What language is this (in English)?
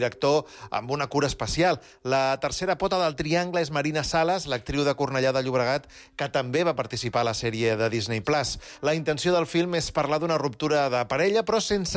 Catalan